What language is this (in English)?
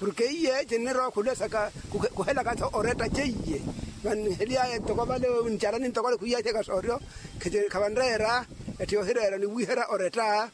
Makhuwa